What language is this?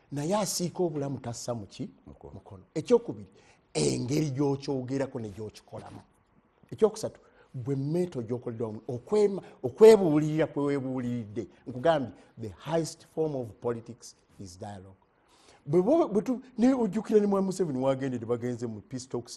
Ganda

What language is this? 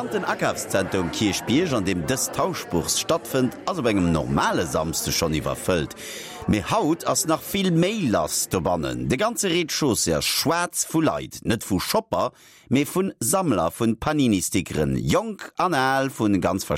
Luxembourgish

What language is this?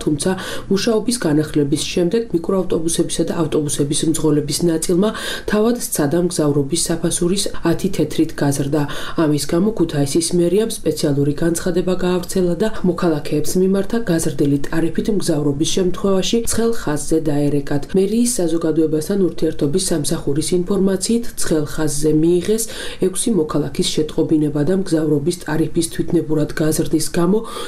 Georgian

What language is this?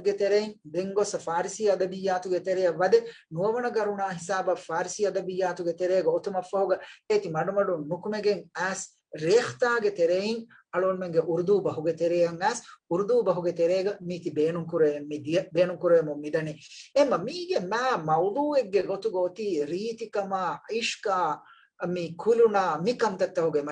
Divehi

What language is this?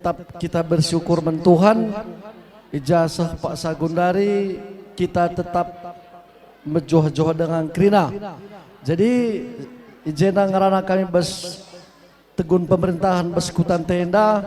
Batak Karo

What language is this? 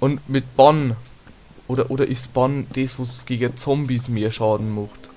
Bavarian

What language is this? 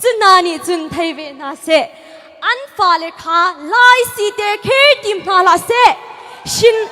Hakha Chin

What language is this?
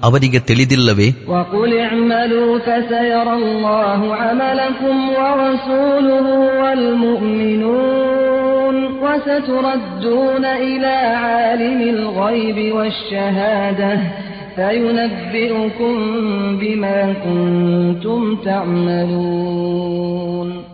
Kannada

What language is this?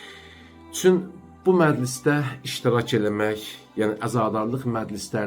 Azerbaijani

